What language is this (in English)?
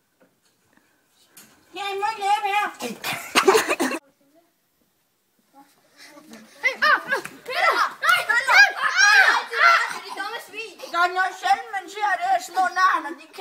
Danish